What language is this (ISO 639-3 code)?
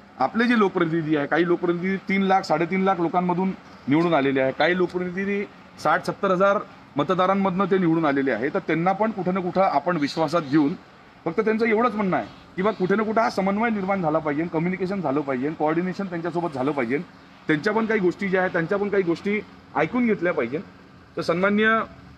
mar